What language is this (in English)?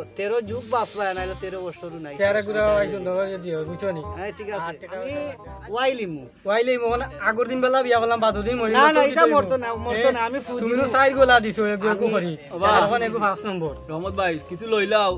Sylheti